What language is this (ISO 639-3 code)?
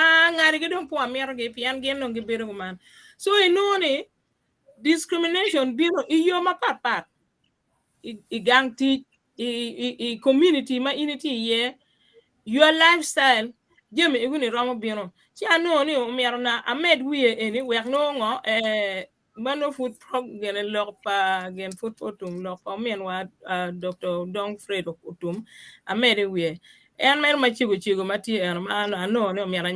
ach